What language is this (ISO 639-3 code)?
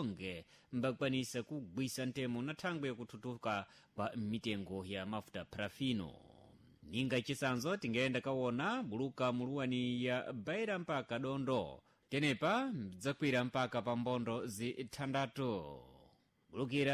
seh